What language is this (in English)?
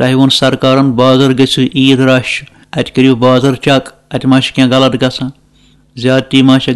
Kashmiri